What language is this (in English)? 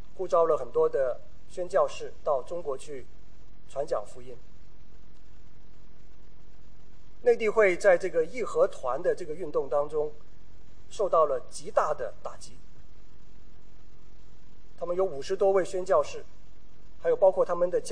Chinese